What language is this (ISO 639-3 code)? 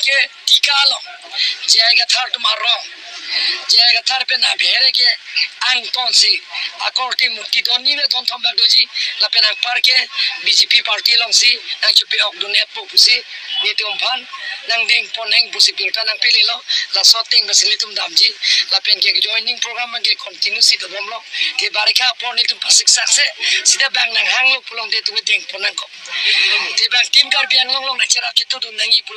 mjw